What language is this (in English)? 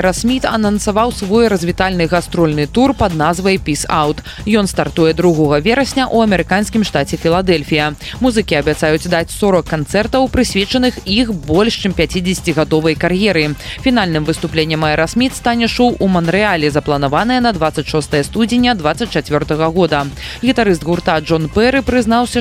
Belarusian